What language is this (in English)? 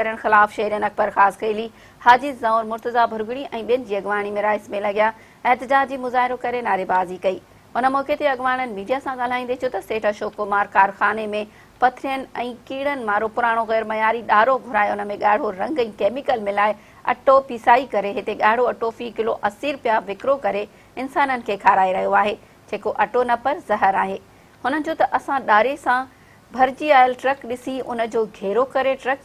Sindhi